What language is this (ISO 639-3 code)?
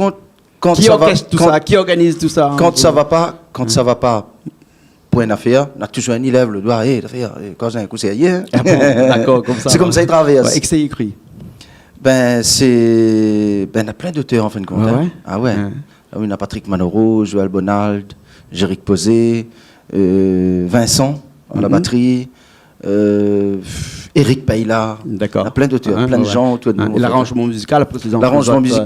rcf